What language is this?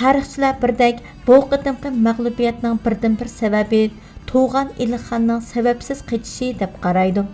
Uyghur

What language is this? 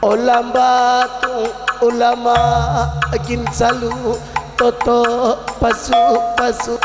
Batak Karo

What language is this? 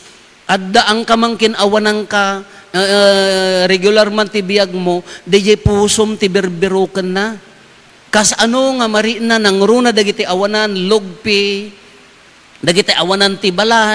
Iloko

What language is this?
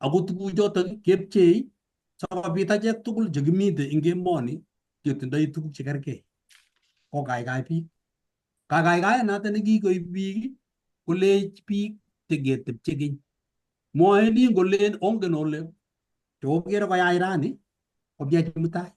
Kalenjin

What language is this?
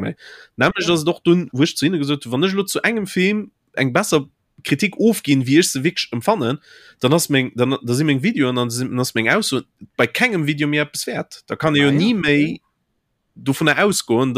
Luxembourgish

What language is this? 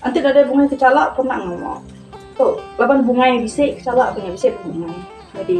Iban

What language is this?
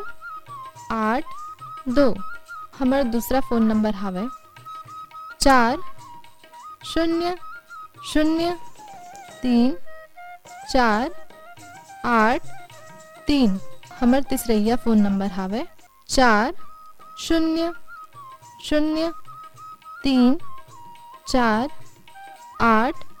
Chhattisgarhi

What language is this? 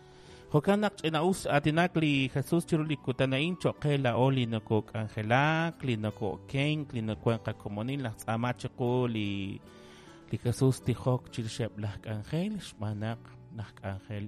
Kekchí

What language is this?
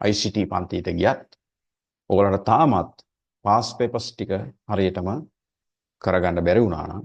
Sinhala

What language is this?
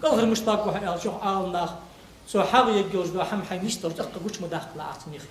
Ingush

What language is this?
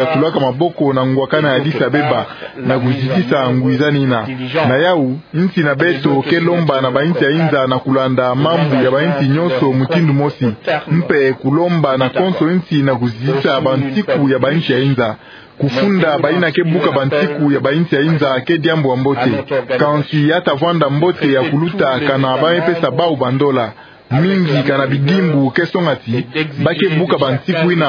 Kituba (Democratic Republic of Congo)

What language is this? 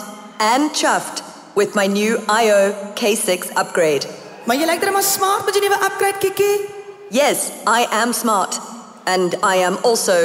Afrikaans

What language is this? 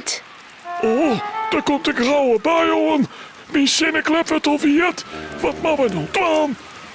Western Frisian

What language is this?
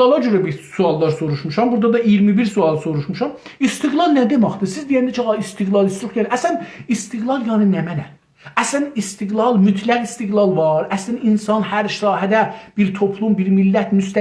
South Azerbaijani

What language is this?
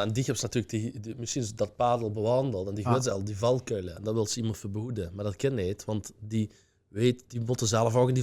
Limburgish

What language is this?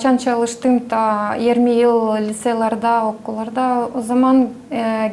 Gagauz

